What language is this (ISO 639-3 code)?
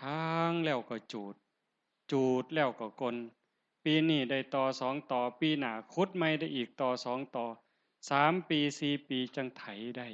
tts